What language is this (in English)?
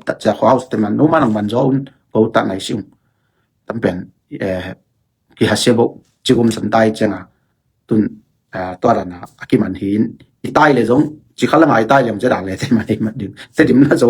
Tedim Chin